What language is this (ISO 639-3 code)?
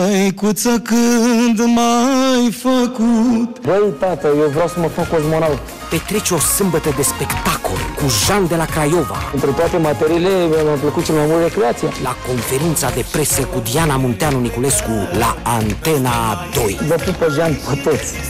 ron